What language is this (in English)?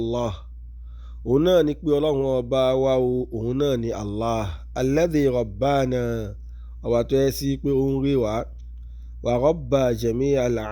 Yoruba